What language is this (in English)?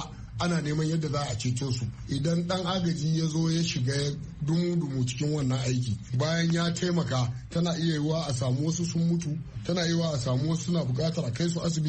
Hausa